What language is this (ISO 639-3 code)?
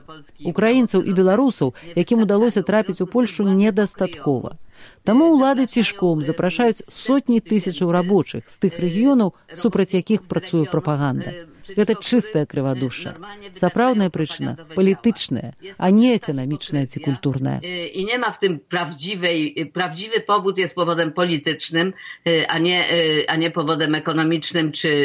bel